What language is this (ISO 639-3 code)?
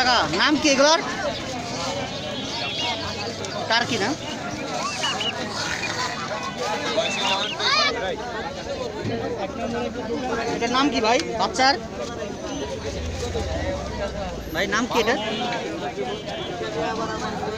ben